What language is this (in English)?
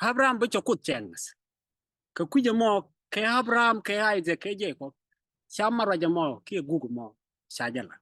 Nuer